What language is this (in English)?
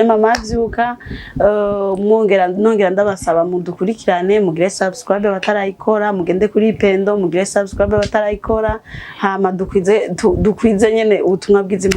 Rundi